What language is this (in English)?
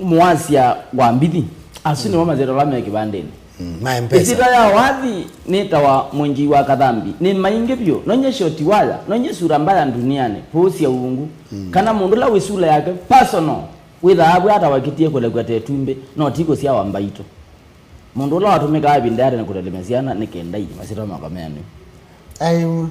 Kamba